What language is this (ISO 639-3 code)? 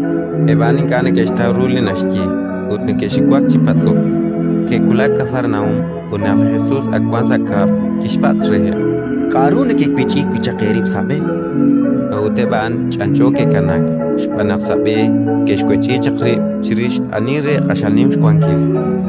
kek